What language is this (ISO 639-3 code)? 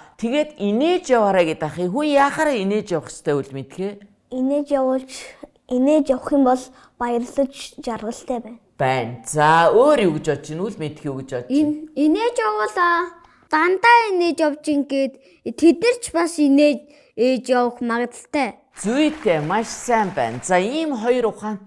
mon